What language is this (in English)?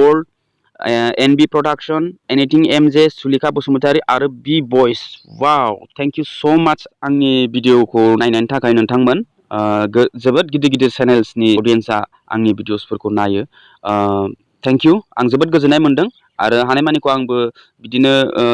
Bodo